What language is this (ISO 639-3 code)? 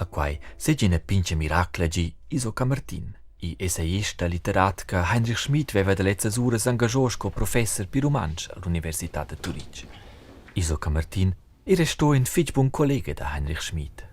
roh